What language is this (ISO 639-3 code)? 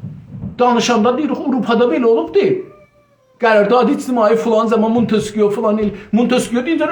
azb